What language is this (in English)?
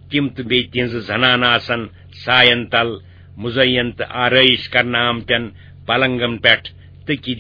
Kashmiri